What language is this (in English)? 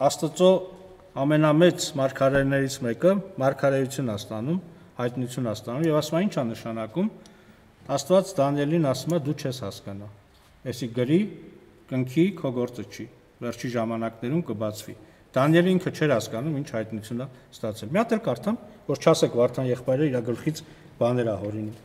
Armenian